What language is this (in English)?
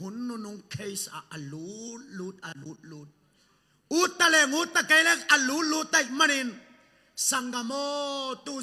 Tedim Chin